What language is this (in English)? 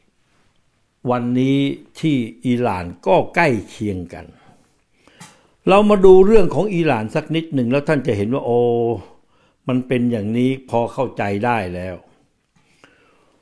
Thai